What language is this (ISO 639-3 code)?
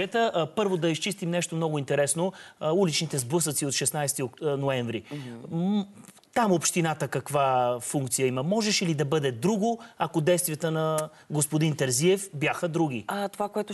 bul